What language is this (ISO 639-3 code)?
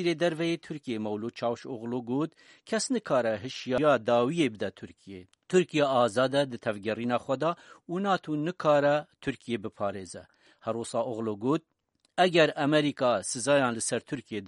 kur